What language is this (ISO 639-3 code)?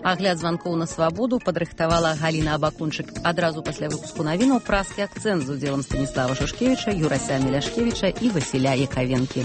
bel